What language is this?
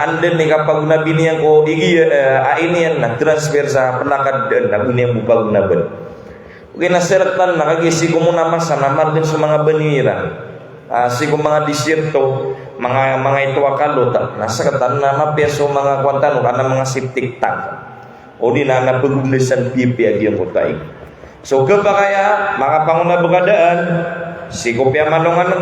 Maranao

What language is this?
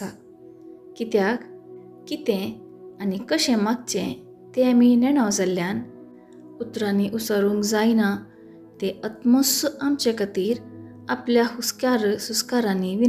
Konkani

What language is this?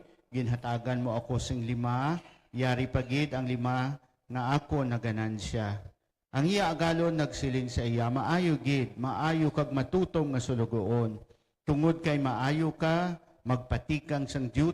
Hiligaynon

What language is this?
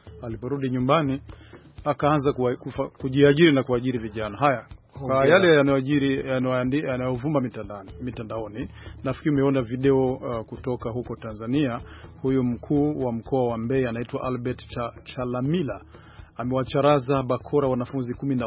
Swahili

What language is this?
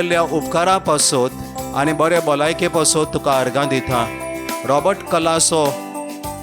Konkani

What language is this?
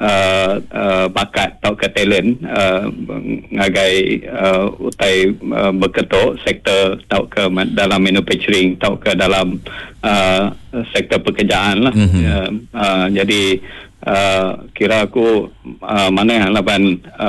Iban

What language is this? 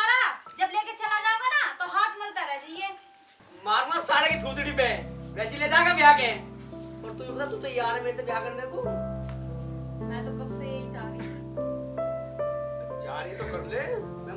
Hindi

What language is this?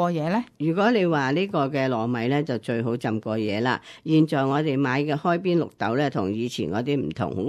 Cantonese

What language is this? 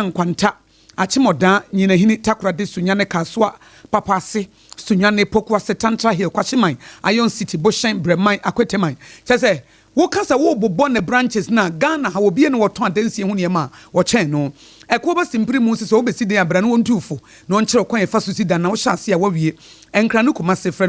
Akan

